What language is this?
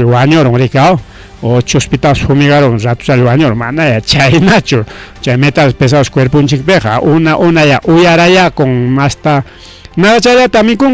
Ayacucho Quechua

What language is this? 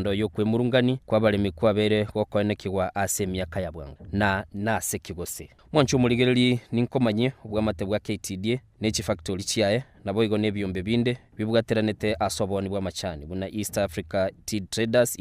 Gusii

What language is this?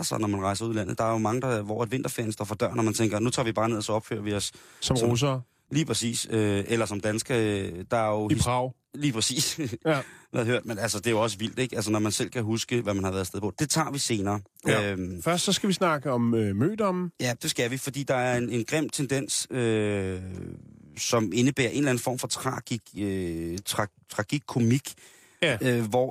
Danish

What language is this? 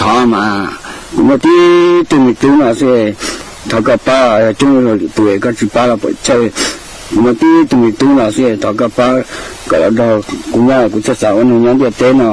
Hmong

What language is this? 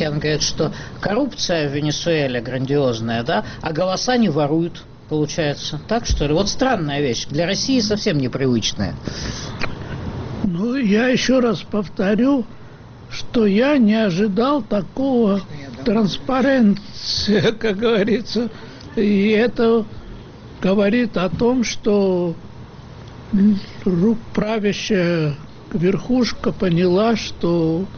Russian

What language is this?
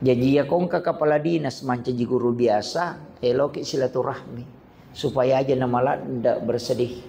Buginese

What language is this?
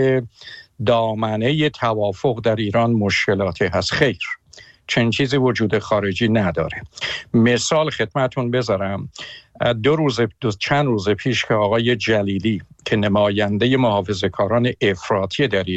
Persian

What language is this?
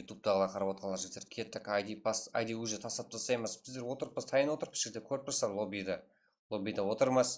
Kara-Kalpak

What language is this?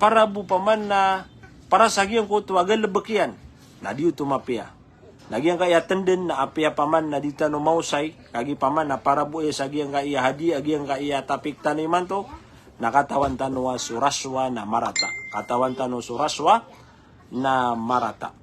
Maranao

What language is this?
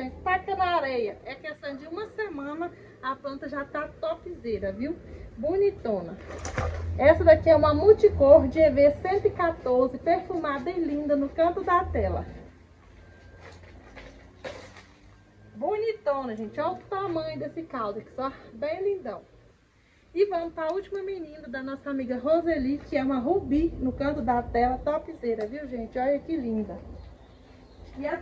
Portuguese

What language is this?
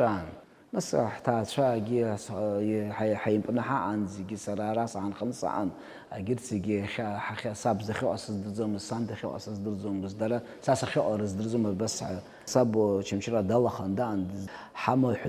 Abkhazian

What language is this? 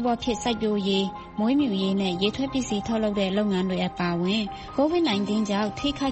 Burmese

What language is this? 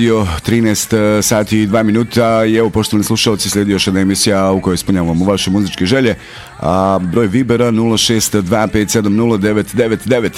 Bosnian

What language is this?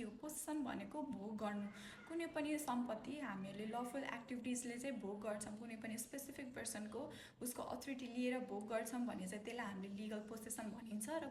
Nepali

